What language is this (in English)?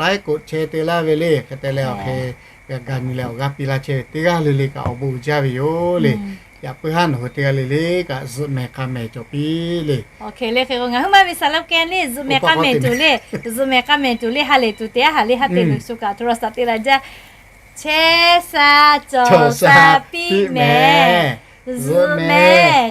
Lahu